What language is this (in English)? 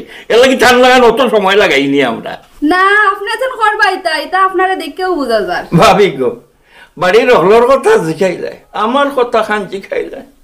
Sylheti